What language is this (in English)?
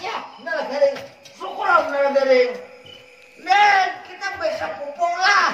Banjar